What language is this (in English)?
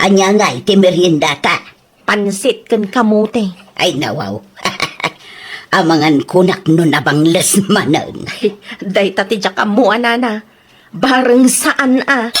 Iloko